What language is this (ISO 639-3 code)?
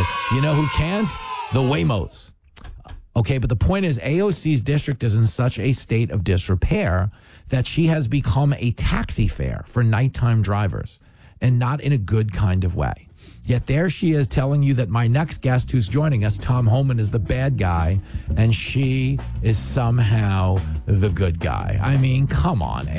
eng